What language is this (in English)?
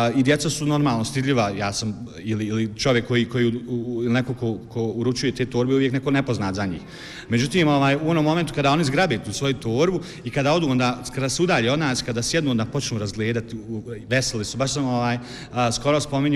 Bosnian